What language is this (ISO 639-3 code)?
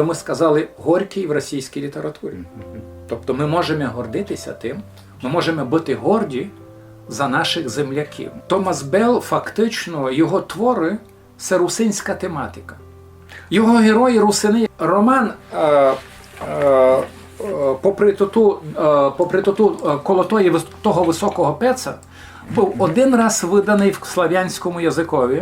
rue